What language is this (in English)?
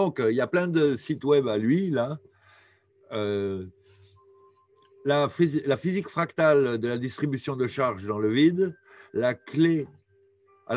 French